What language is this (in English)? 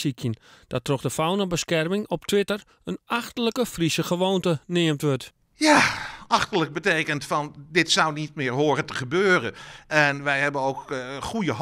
Western Frisian